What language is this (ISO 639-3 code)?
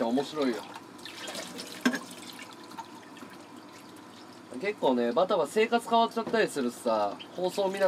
jpn